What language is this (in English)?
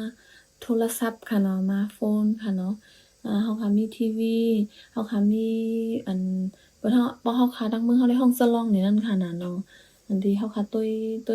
Shan